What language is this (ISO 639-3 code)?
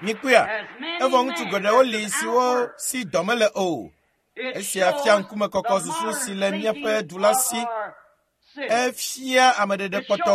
ewe